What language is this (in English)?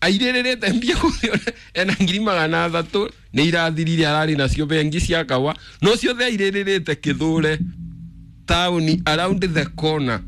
Kikuyu